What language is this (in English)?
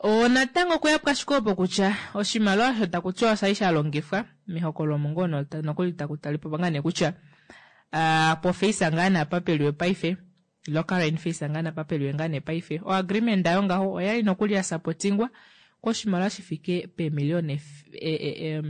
Kuanyama